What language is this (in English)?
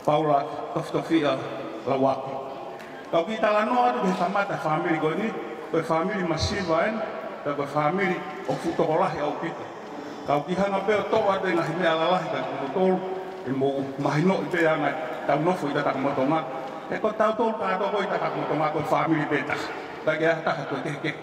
Tongan